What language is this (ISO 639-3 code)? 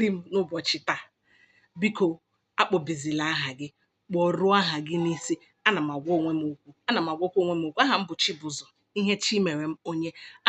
ibo